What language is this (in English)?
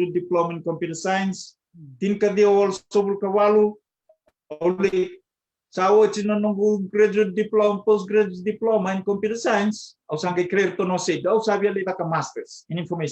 Fijian